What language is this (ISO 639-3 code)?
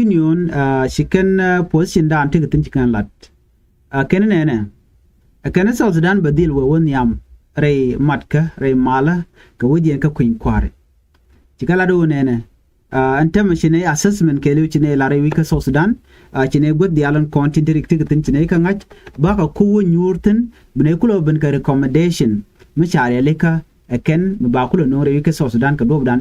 nus